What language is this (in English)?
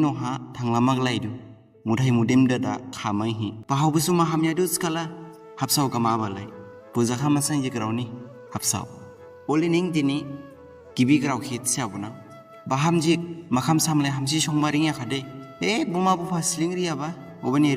Dimasa